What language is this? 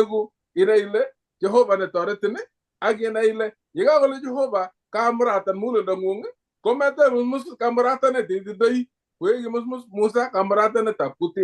Kalenjin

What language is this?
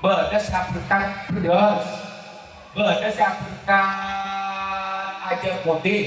Madurese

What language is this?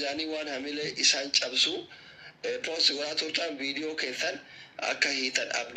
Oromo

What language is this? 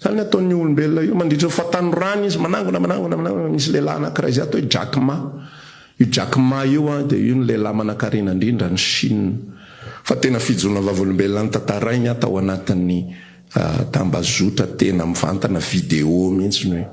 Malagasy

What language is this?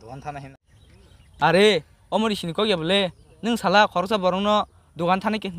Kok Borok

